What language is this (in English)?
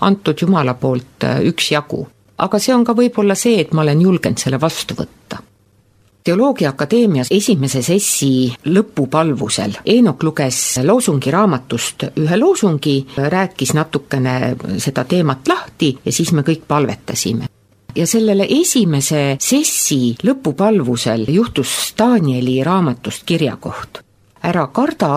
Estonian